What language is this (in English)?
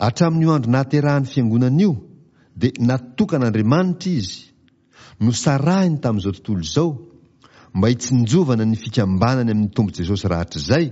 Malagasy